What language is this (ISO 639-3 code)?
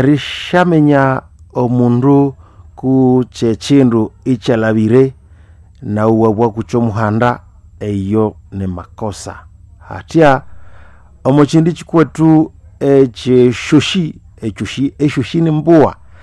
nnb